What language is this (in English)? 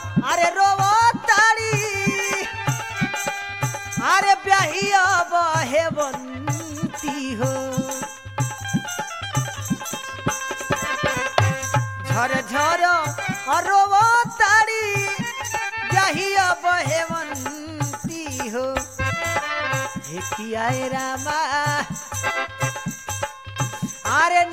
Bhojpuri